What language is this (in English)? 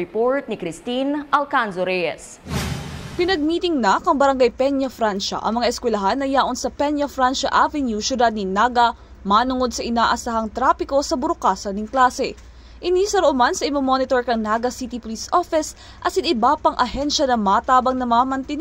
Bikol